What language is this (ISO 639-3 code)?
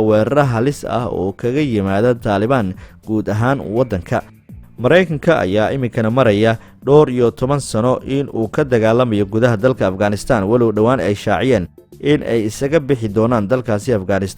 som